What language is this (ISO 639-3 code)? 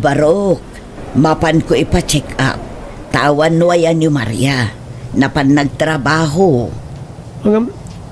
ilo